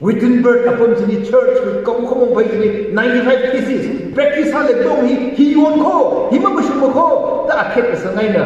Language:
Tangkhul Naga (India)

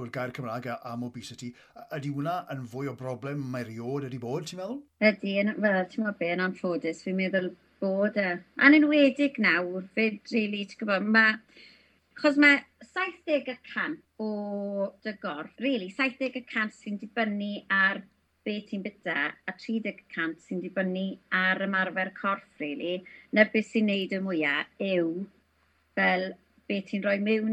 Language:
Welsh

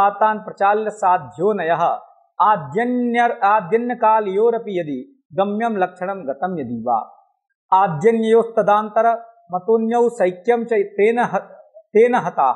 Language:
Sanskrit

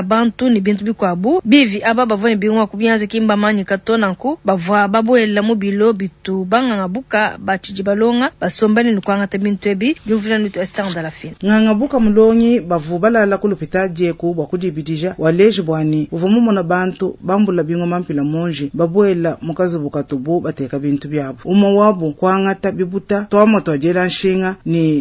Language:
Luba-Lulua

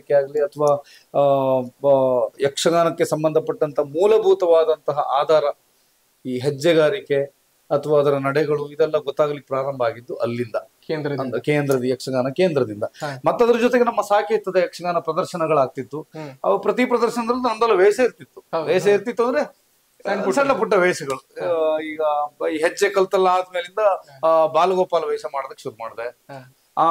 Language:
Kannada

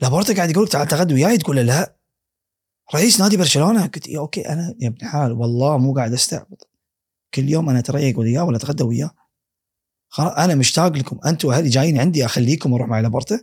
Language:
Gulf Arabic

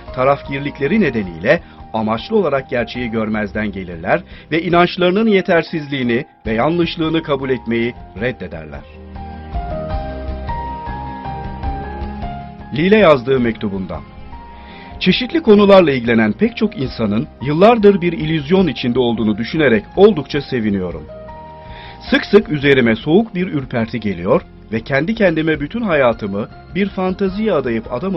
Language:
Turkish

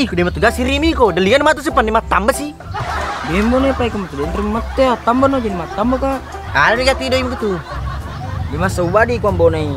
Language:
Buginese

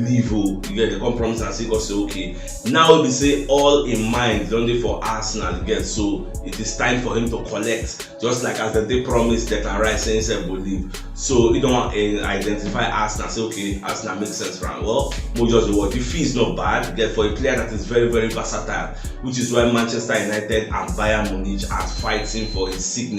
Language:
Nigerian Pidgin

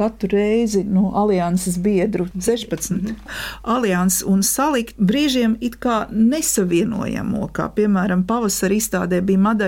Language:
Latvian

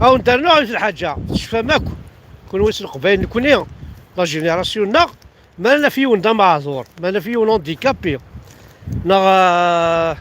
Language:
Kabyle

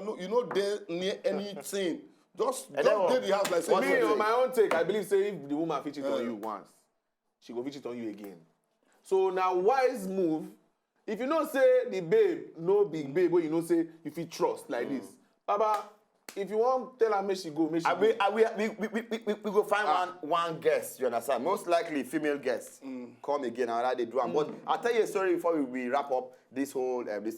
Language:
Nigerian Pidgin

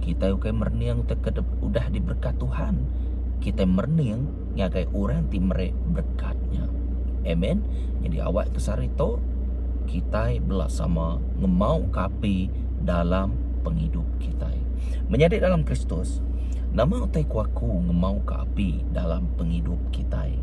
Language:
Iban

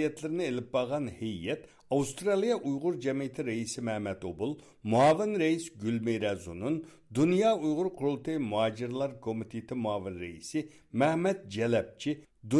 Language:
Uyghur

